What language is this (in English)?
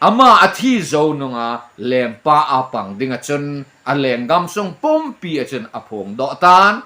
Thado Chin